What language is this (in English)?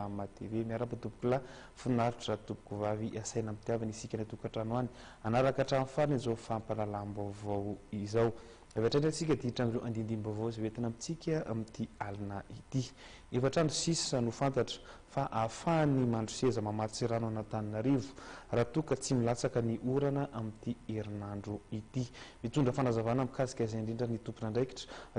Malagasy